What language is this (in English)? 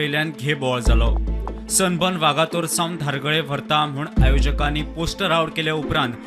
Konkani